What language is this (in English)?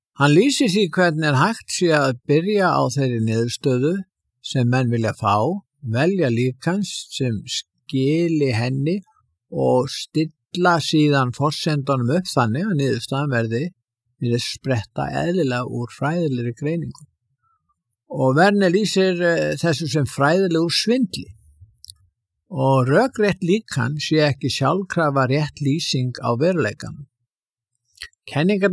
Icelandic